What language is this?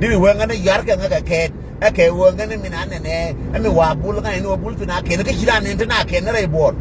Nuer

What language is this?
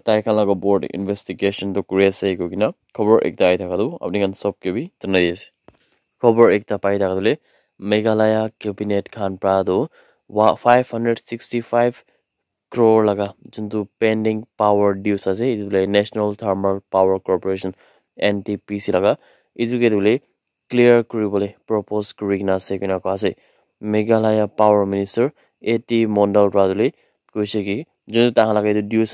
Naga Pidgin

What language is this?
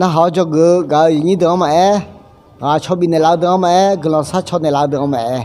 Akha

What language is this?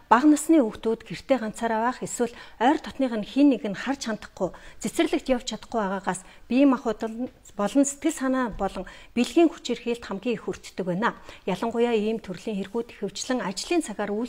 Mongolian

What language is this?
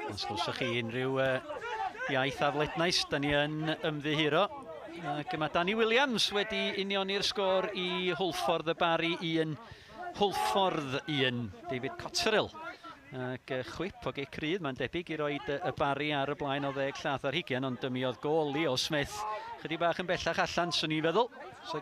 Welsh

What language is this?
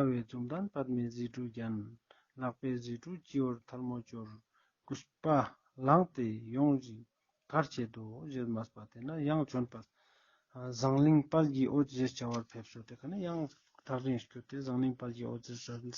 Ladakhi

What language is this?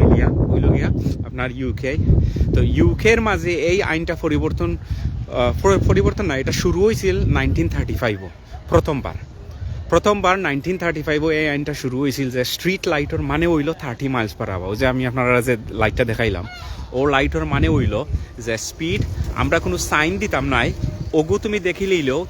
Sylheti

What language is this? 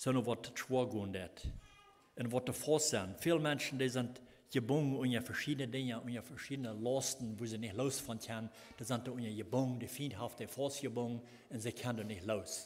Plautdietsch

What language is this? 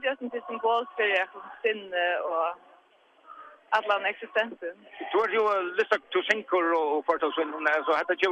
Faroese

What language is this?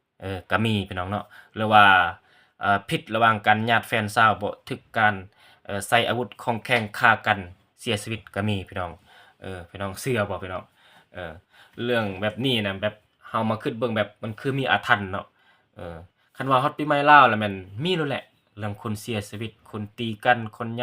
Lao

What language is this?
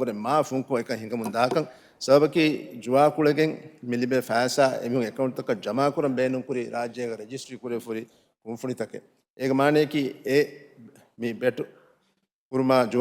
Divehi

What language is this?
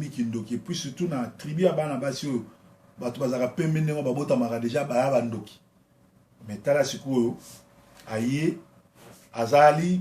Lingala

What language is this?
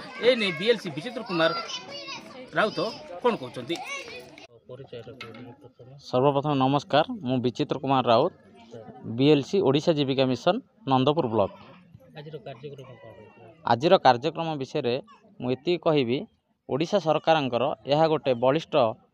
Odia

